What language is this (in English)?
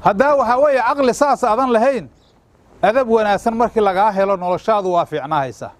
Somali